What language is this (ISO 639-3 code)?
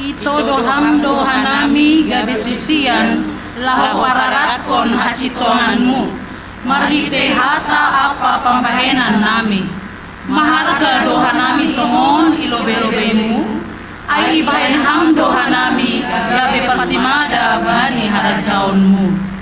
bts